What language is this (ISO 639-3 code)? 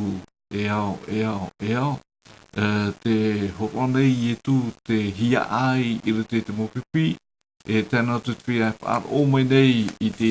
tah